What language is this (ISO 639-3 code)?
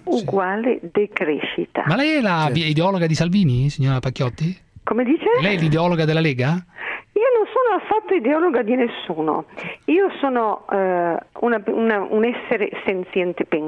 ita